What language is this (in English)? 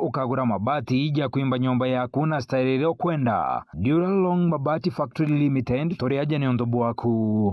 Meru